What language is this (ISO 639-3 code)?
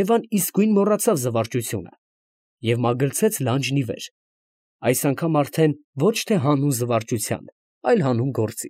hye